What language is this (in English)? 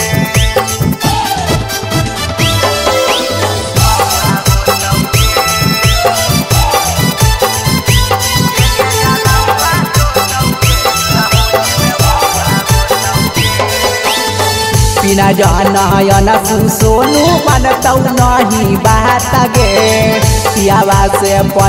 Magahi